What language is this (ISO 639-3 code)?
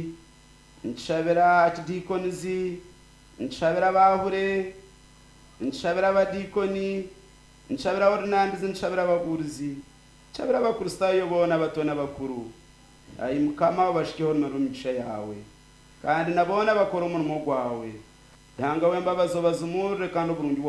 nyn